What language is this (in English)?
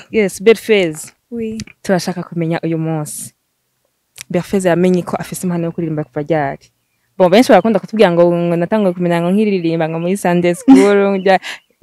Rundi